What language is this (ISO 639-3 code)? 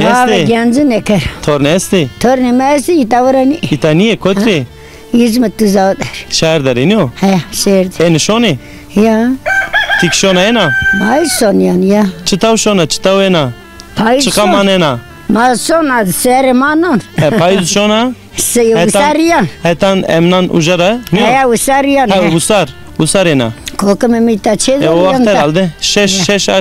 zza